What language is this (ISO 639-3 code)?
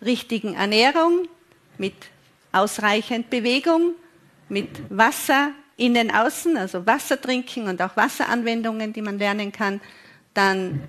deu